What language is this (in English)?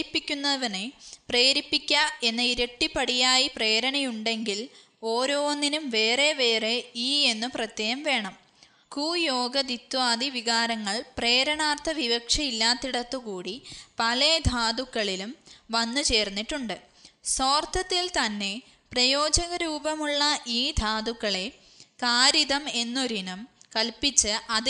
Malayalam